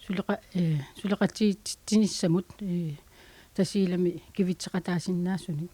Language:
Kalaallisut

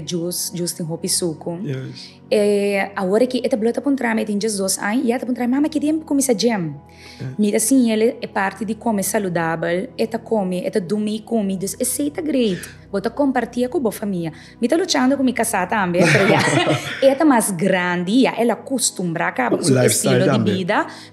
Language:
Papiamento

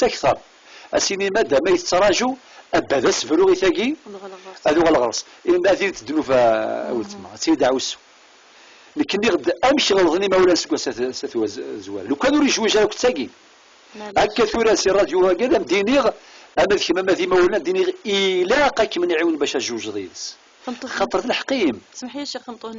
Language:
Kabyle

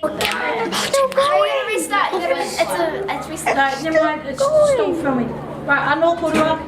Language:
Māori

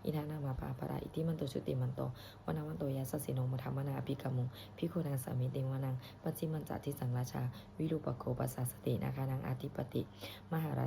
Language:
Pali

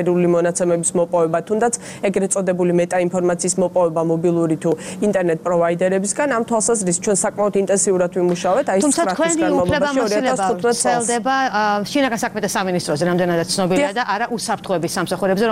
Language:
Georgian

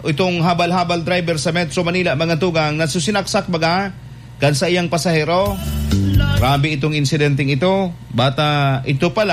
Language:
Bikol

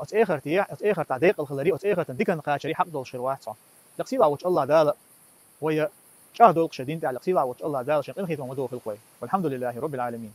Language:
Chechen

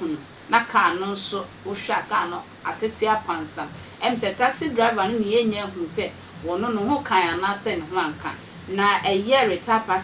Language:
Akan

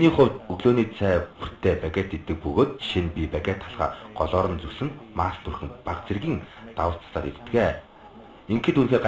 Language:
Mongolian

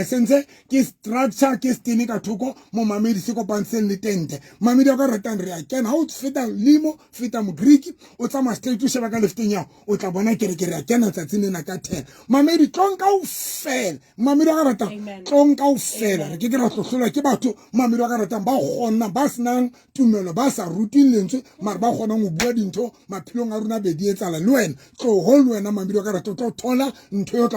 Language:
Southern Sotho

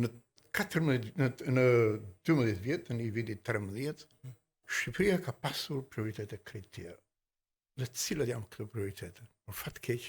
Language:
Albanian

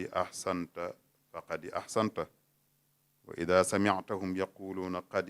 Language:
Wolof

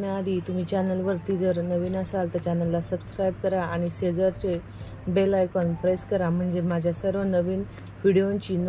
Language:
Marathi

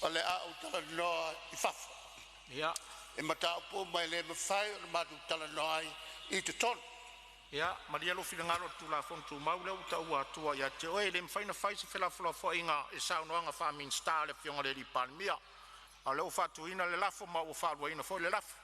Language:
Samoan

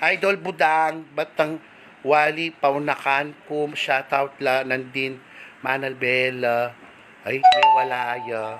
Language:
Pampanga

